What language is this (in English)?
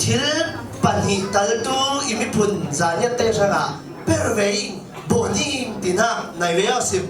Falam Chin